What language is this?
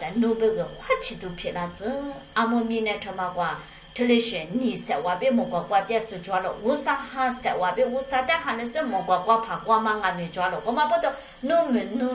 Lisu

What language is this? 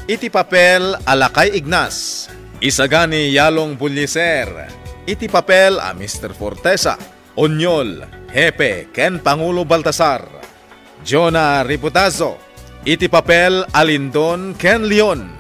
Iloko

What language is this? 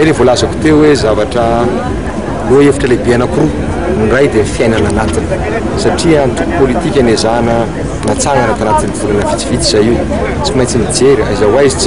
Malagasy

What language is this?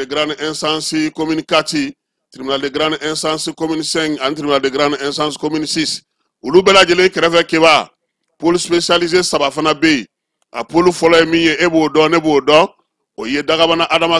Bambara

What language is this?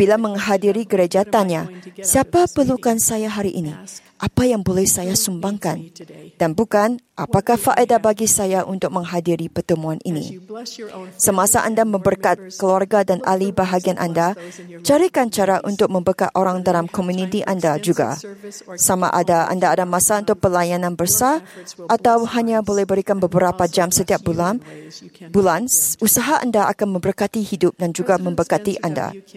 Malay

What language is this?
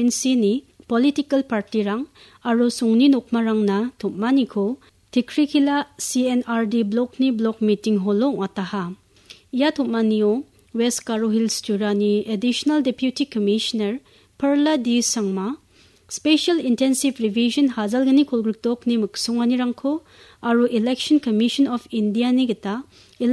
Garo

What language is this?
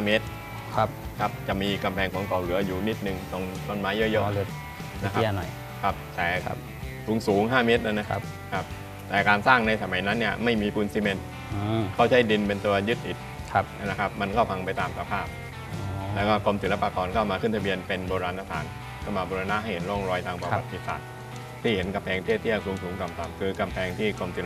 Thai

